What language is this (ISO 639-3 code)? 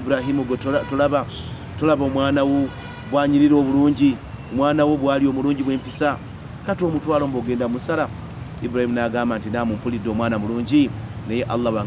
lug